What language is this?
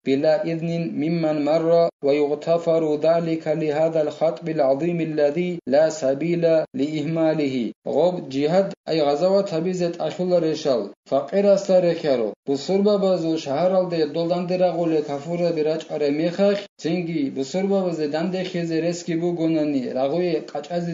Avaric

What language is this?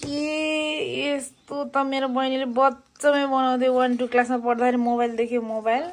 Nepali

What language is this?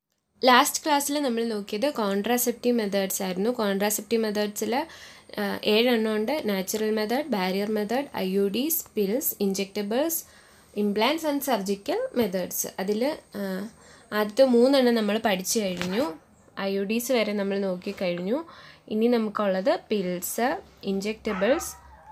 Malayalam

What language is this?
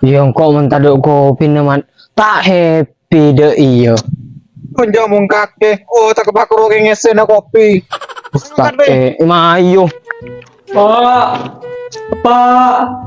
Madurese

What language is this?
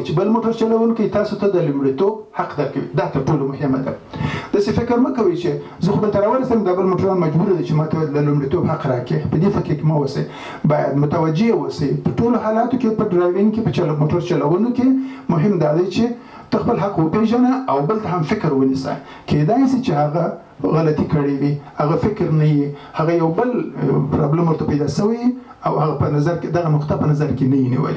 Pashto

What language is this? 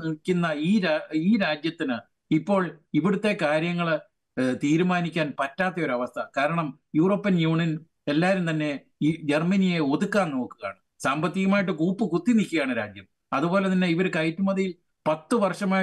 Malayalam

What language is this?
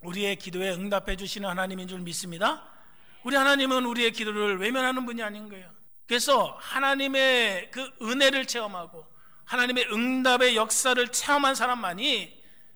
Korean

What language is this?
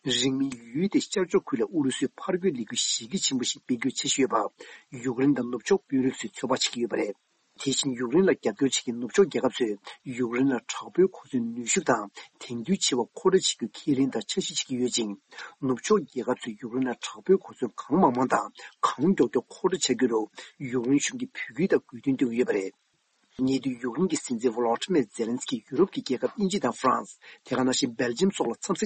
Tibetan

